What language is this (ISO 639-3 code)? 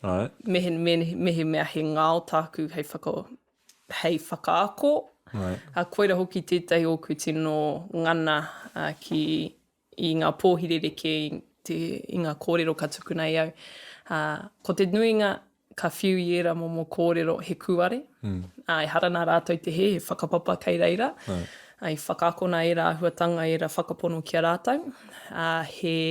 mri